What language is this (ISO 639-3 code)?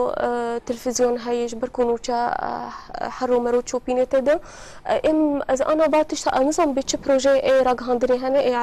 kur